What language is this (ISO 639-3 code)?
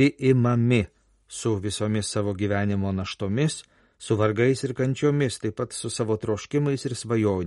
lit